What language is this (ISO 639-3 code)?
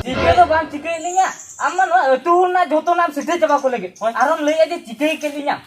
sat